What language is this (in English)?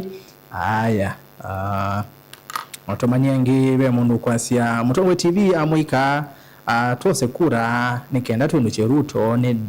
Kamba